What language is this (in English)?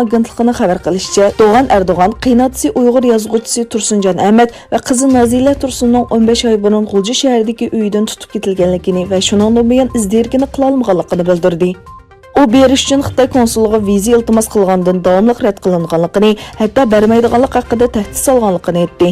Uyghur